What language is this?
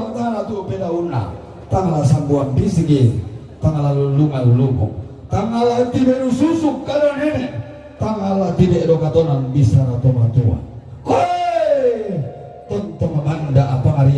Toraja-Sa'dan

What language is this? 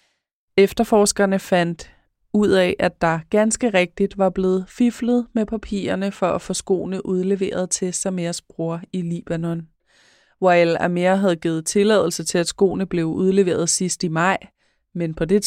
Danish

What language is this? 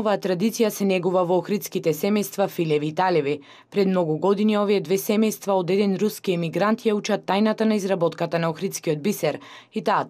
Macedonian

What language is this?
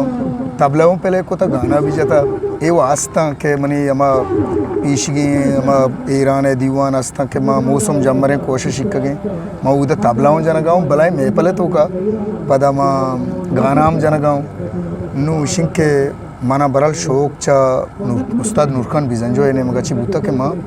Eastern Balochi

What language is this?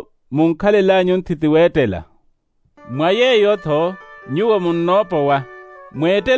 Makhuwa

